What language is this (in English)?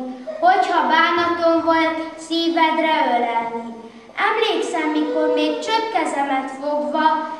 Hungarian